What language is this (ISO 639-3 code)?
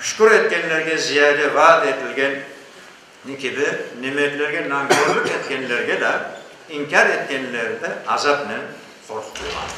crh